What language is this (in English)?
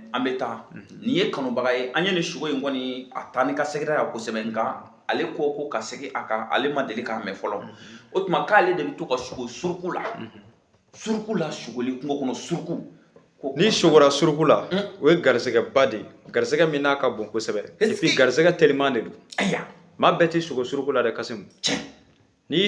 Bambara